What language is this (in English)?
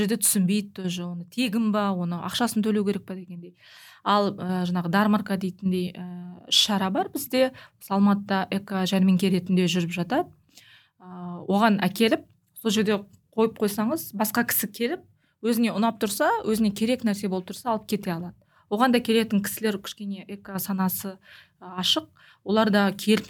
Kazakh